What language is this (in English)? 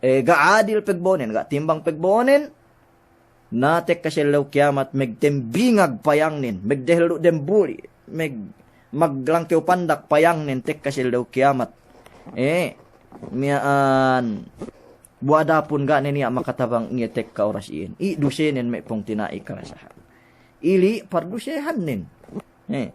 Yakan